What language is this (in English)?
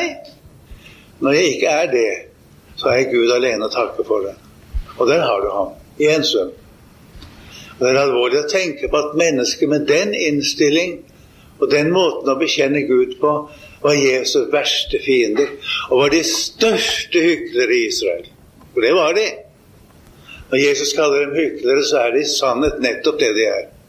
Norwegian